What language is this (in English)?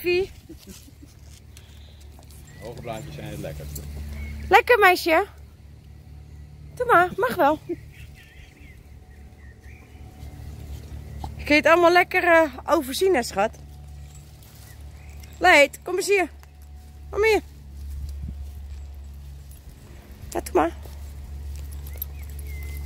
Dutch